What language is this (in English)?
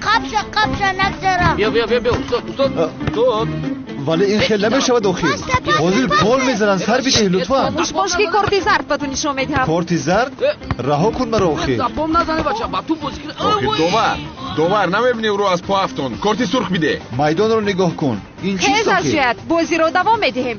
Tajik